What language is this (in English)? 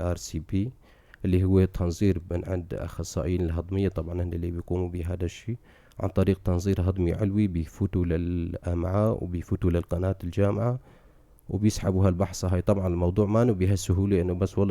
North Levantine Arabic